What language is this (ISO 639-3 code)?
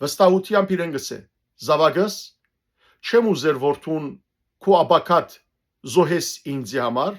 hyw